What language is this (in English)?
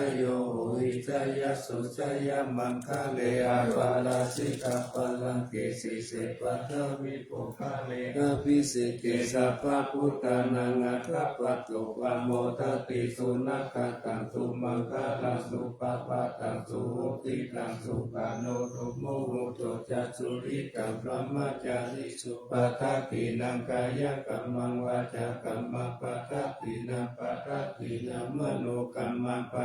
Pali